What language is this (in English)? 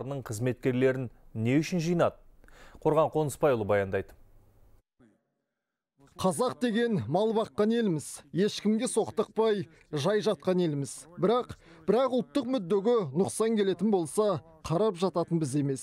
Kazakh